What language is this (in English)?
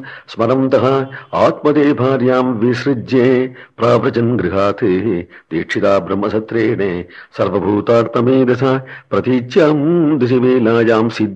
Sanskrit